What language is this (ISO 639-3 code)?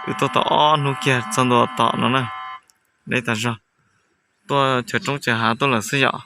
hmn